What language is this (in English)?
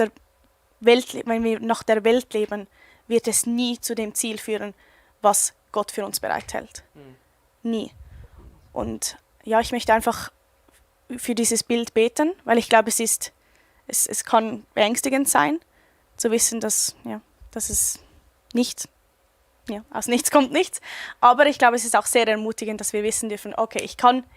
Swiss German